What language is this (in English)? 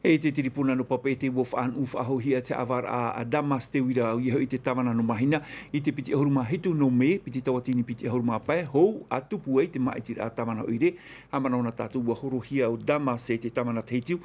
Tahitian